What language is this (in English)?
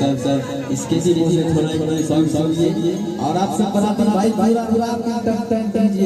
Maithili